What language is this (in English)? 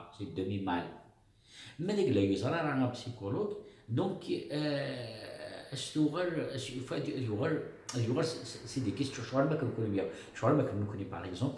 Kabyle